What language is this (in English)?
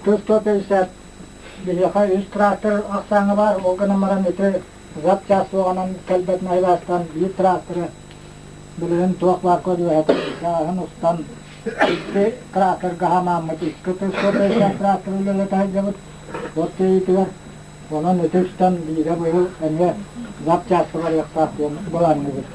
Yakut